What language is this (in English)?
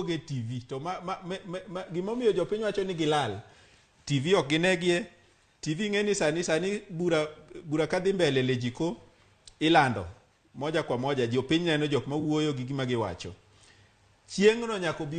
Luo (Kenya and Tanzania)